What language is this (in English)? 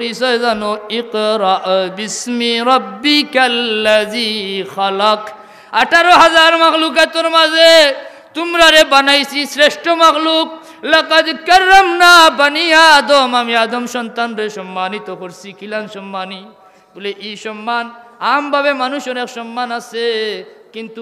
Sylheti